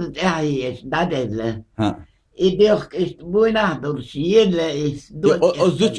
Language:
Chechen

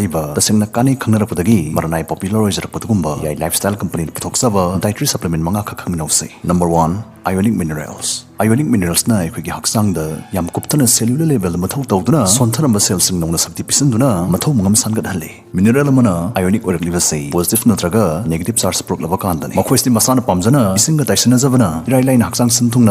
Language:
Manipuri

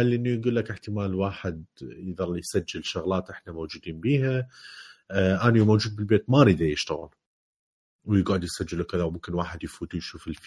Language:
Mesopotamian Arabic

